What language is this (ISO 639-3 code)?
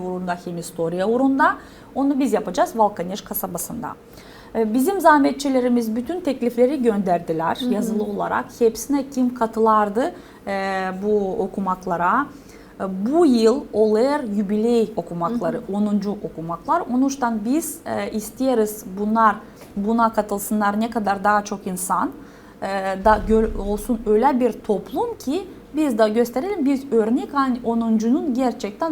gag